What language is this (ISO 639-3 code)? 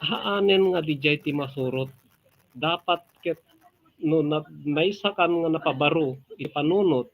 ilo